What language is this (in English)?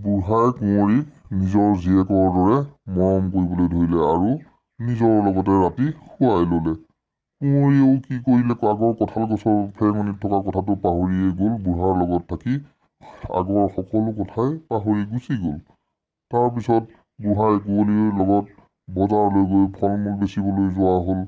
Assamese